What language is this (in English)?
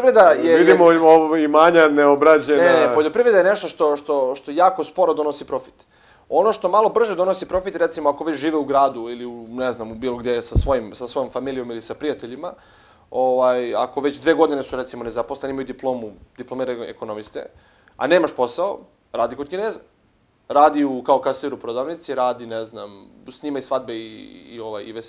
Serbian